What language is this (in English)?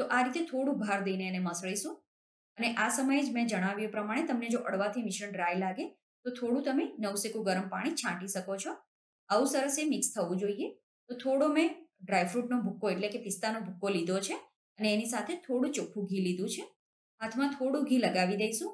Gujarati